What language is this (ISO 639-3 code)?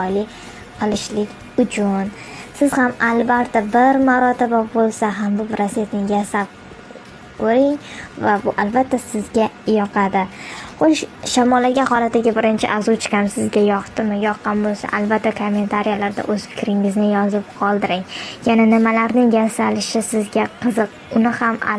uzb